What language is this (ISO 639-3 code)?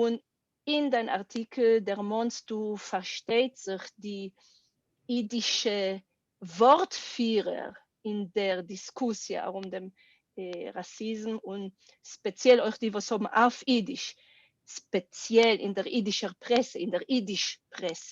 yid